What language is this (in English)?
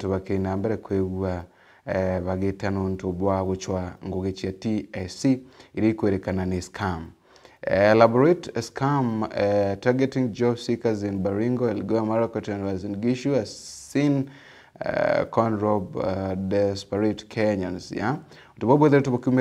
Meru